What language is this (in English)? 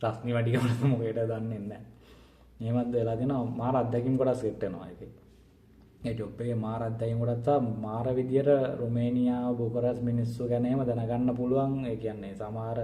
Sinhala